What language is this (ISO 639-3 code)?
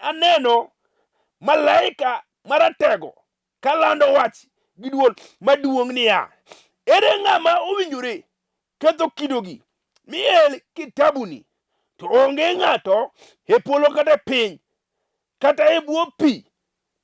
luo